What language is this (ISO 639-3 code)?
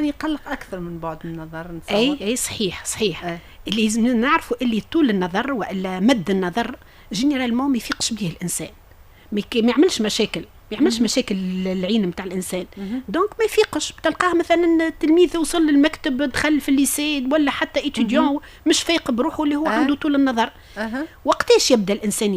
aeb